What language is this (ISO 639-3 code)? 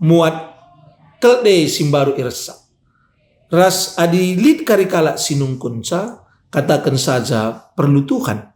btx